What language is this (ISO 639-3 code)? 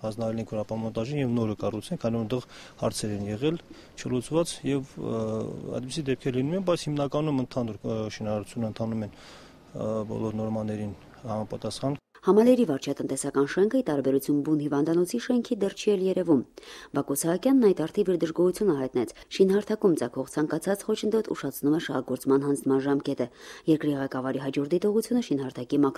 hye